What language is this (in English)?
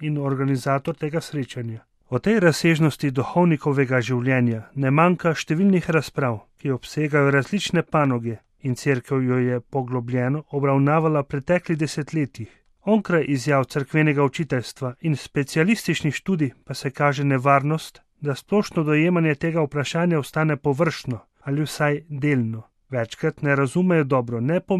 Slovenian